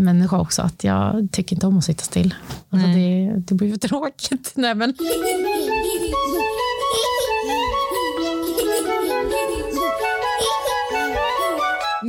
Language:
Swedish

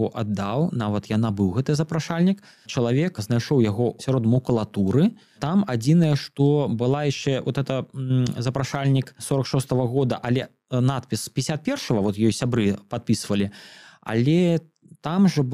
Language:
Belarusian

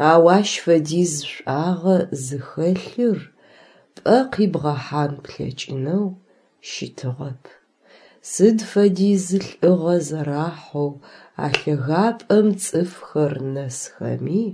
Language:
Adyghe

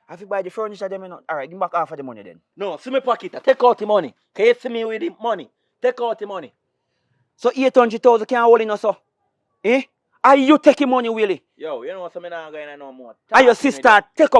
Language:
Jamaican Creole English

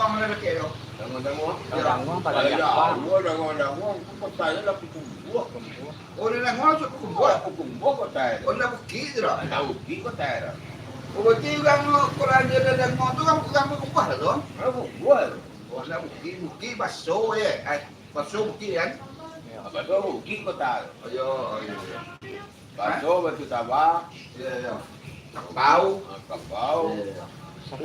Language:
Minangkabau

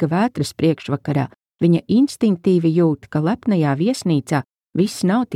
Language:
Latvian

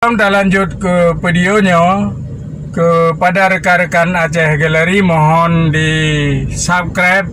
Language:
Achinese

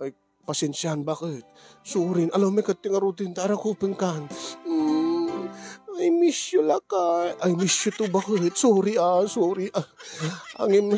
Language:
Iloko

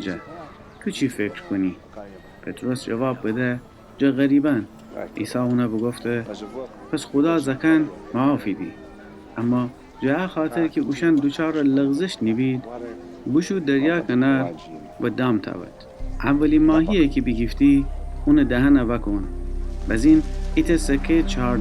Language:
Gilaki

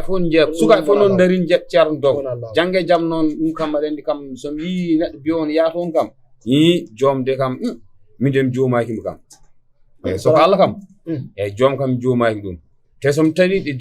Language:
Fula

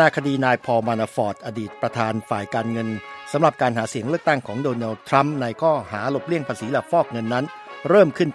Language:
Thai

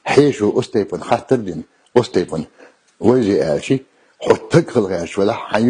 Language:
Chechen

